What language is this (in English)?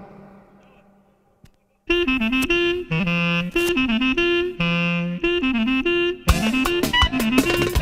Bulgarian